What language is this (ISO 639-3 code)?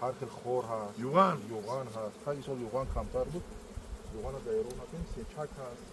tgk